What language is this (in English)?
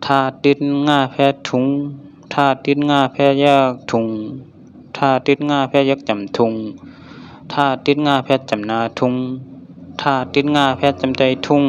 Shan